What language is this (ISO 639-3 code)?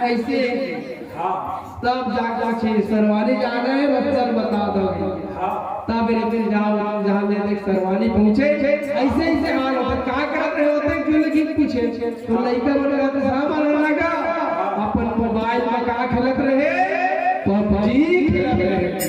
hne